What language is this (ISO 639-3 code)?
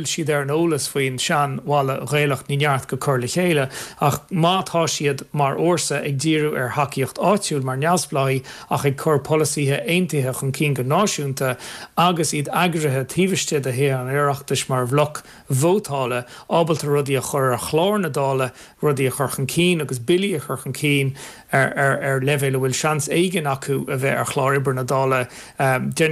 gle